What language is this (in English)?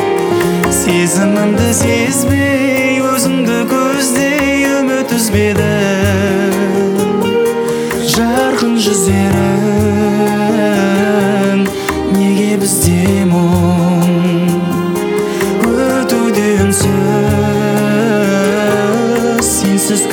Kazakh